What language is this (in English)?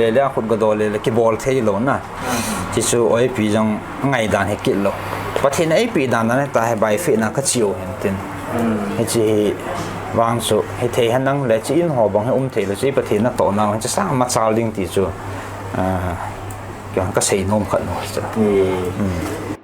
Paite Chin